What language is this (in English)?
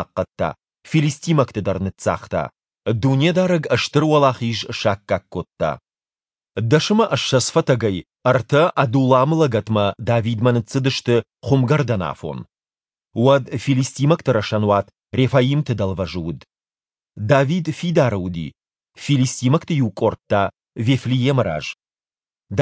Ossetic